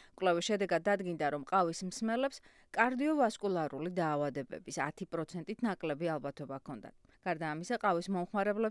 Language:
Georgian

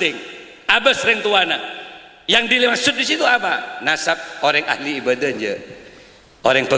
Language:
Madurese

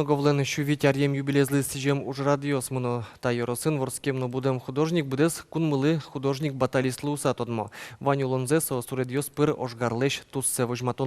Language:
Udmurt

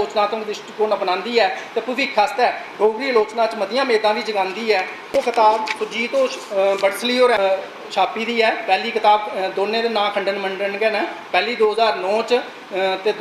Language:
Dogri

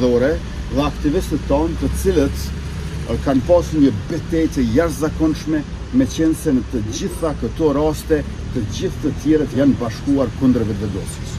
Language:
Albanian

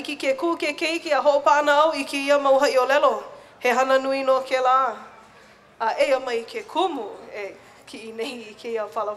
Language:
Hawaiian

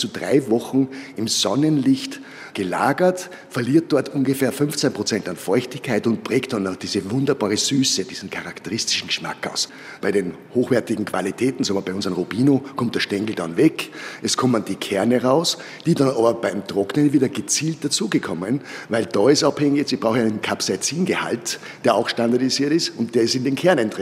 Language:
German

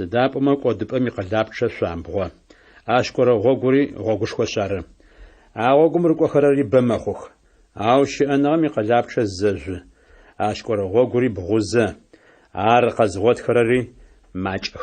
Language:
Adyghe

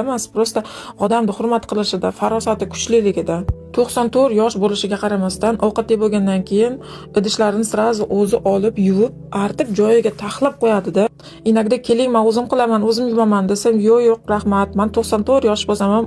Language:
Uzbek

